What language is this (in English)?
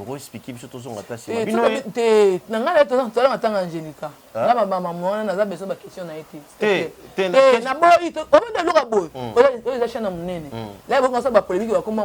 Lingala